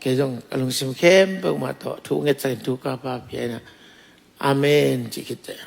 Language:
Tedim Chin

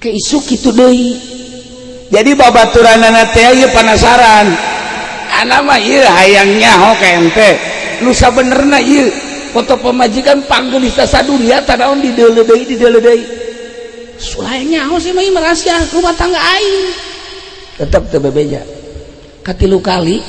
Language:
Sundanese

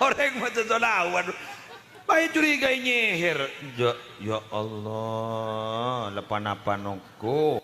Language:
Madurese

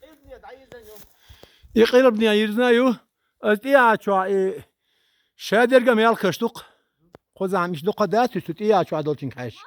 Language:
Chechen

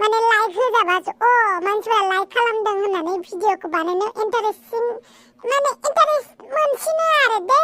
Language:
Bodo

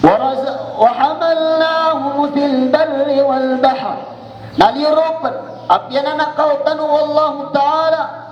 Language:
Maranao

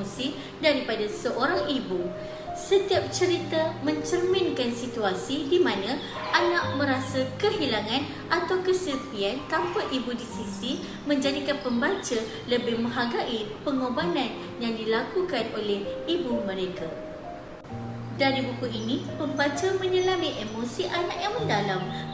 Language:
Malay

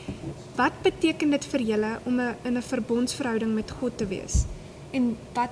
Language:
Afrikaans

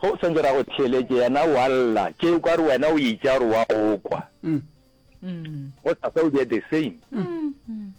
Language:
Northern Sotho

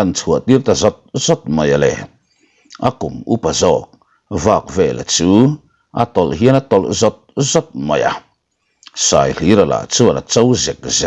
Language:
Mizo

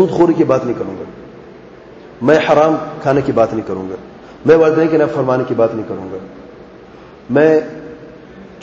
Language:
Urdu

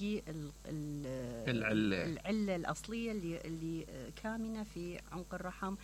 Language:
Mesopotamian Arabic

